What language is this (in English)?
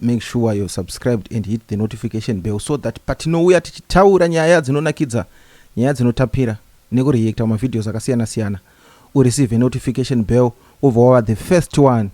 Shona